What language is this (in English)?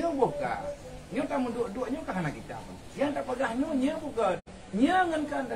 Achinese